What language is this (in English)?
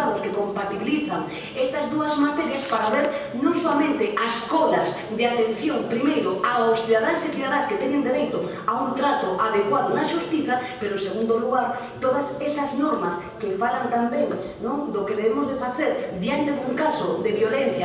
Galician